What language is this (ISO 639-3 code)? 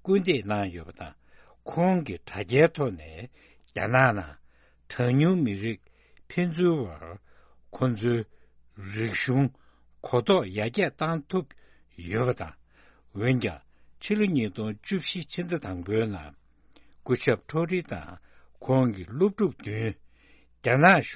bod